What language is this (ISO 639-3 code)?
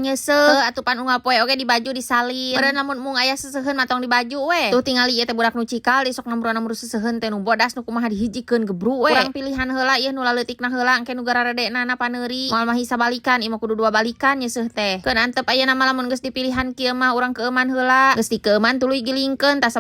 sun